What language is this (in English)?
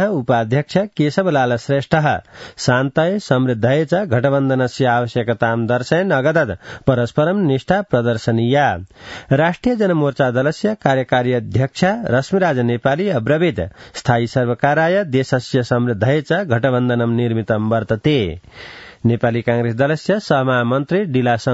Sanskrit